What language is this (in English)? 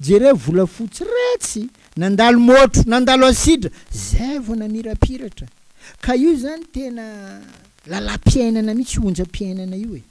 Malagasy